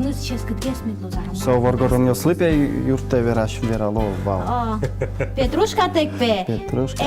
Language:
Udmurt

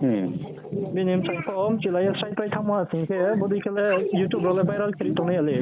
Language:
Riang (India)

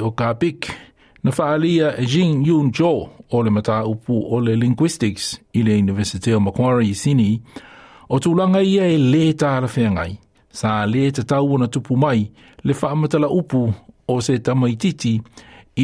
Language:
Samoan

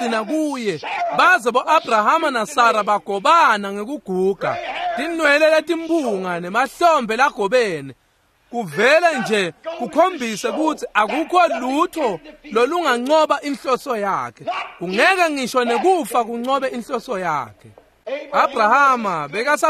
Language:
Swati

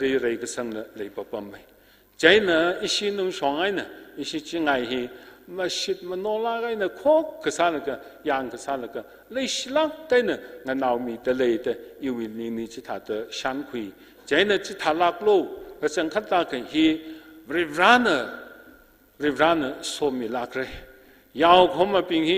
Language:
Tangkhul Naga (India)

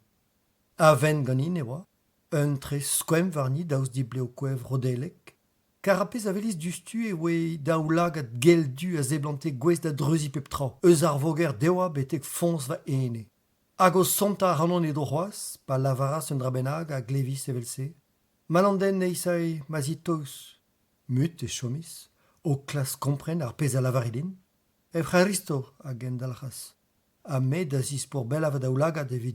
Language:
Breton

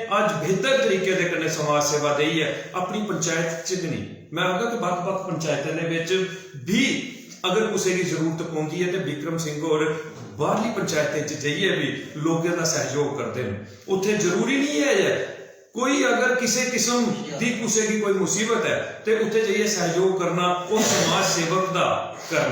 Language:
Dogri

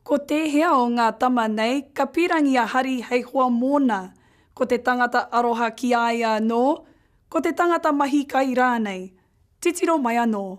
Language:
Māori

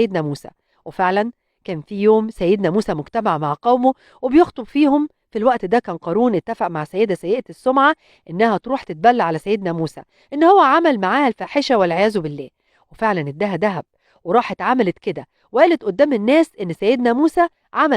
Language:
Egyptian Arabic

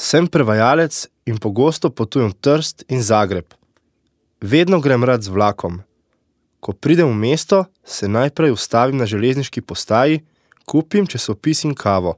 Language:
Slovenian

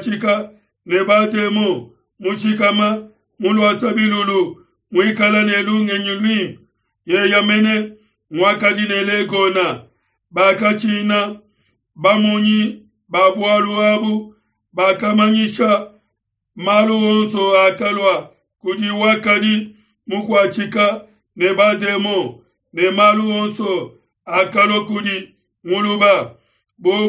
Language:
Luba-Lulua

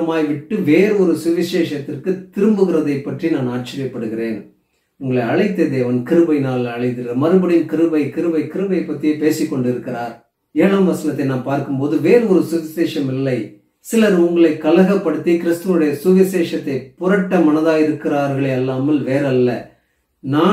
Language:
Tamil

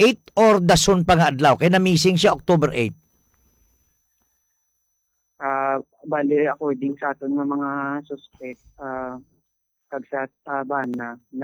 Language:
Hiligaynon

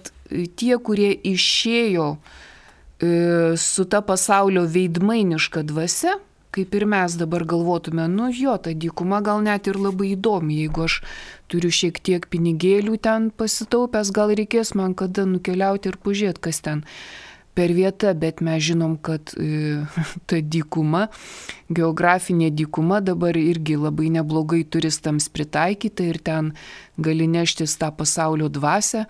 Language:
Lithuanian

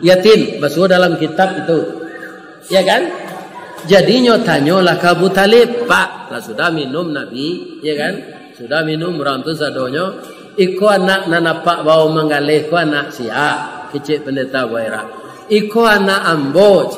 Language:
Minangkabau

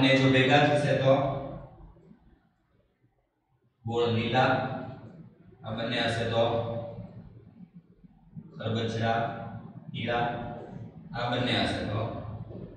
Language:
Gujarati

